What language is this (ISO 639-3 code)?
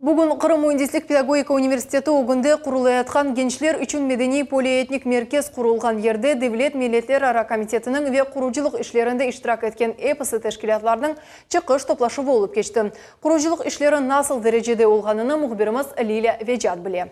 crh